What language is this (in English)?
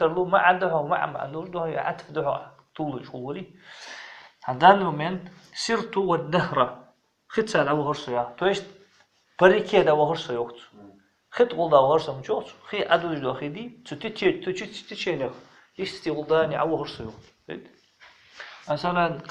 Ingush